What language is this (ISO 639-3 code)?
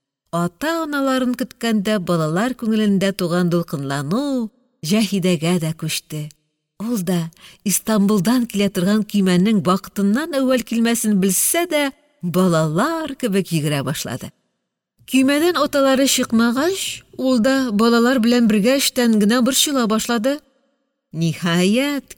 tat